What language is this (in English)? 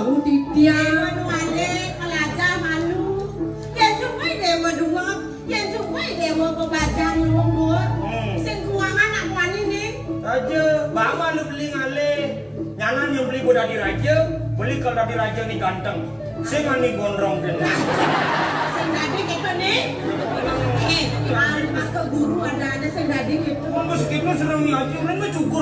Balinese